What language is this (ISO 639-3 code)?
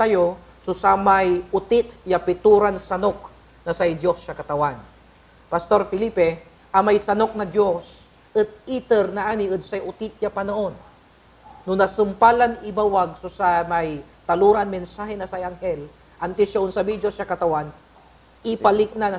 pag